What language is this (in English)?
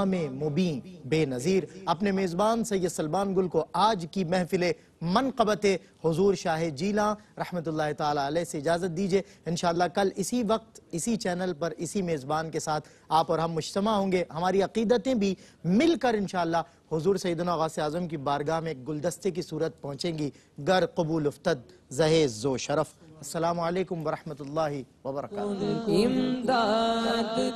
Urdu